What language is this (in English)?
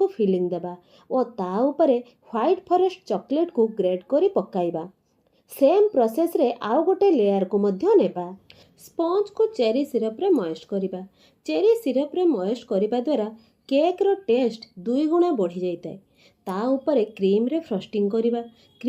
Odia